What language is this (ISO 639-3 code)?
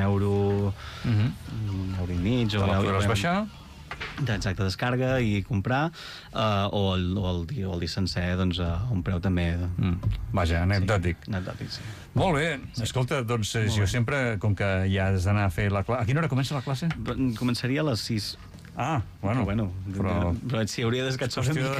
cat